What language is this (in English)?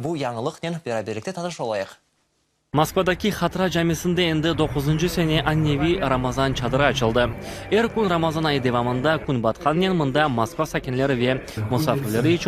Crimean Tatar